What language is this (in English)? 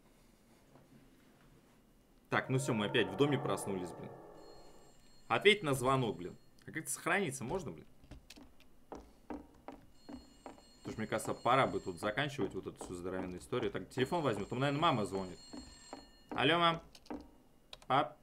Russian